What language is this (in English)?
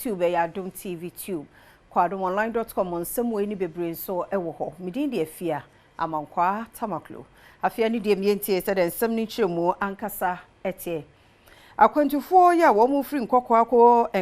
Akan